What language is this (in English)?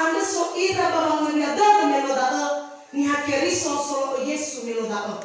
Nias